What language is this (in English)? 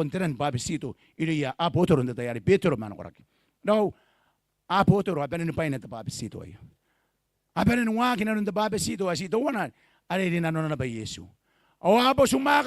Gilbertese